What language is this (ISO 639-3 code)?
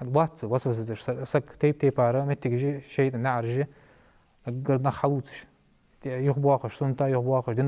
inh